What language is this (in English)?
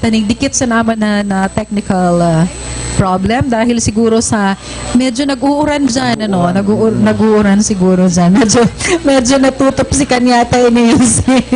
Bikol